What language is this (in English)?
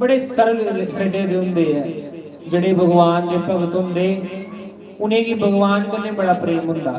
Dogri